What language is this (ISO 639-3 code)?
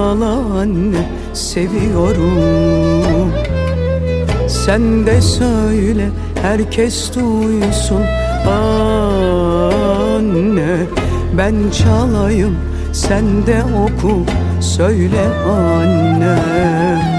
tur